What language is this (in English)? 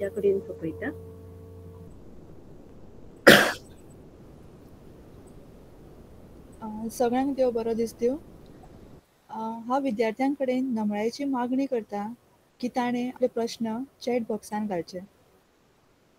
Konkani